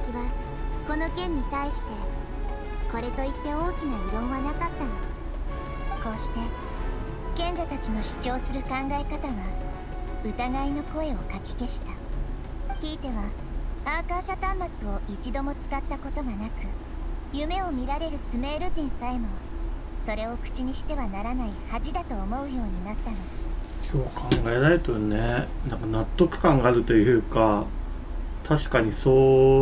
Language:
Japanese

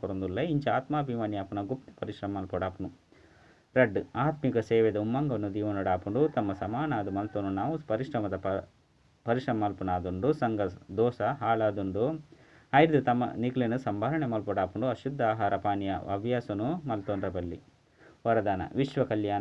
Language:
Tulu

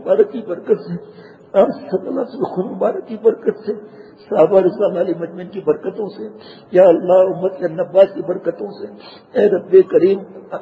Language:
Urdu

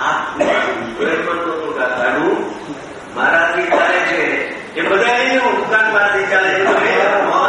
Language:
Gujarati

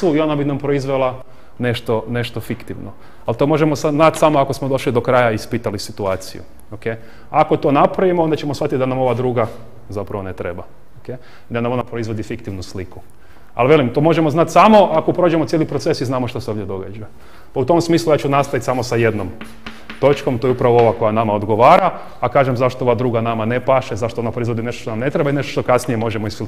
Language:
Croatian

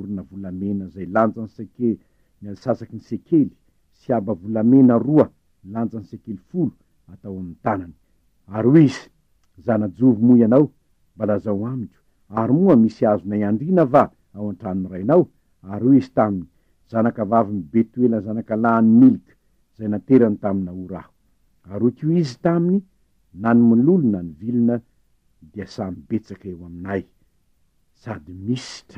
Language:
Malagasy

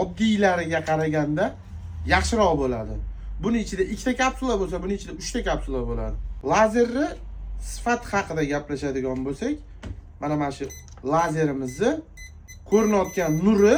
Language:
Uzbek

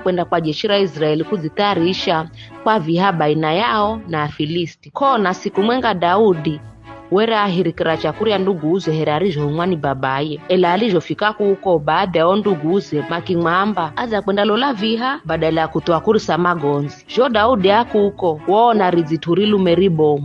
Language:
Giryama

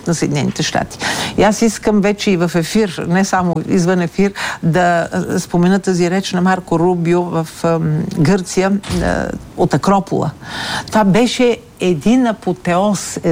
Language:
Bulgarian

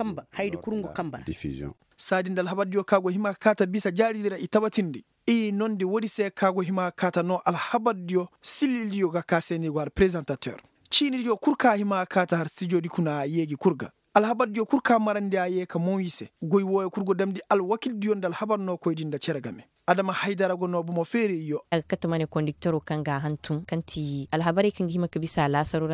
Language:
Koyraboro Senni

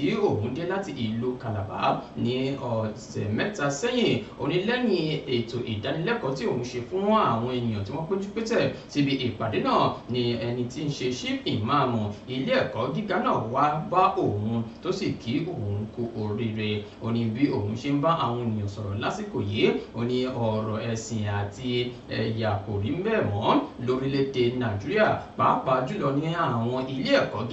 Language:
Yoruba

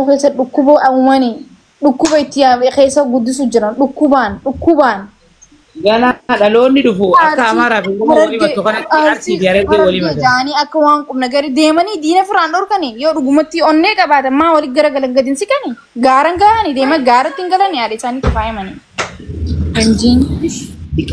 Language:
Oromo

